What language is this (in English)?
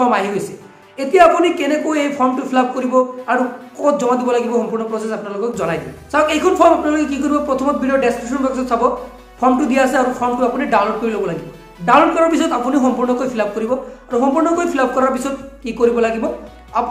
Assamese